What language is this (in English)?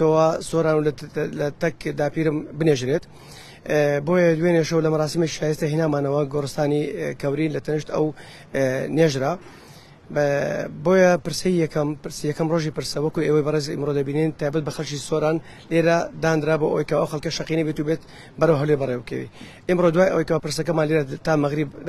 Central Kurdish